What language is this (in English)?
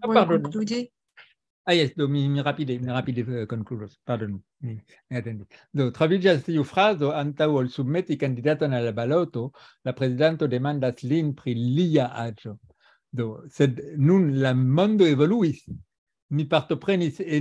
Esperanto